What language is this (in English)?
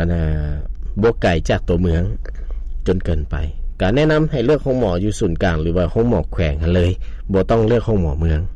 Lao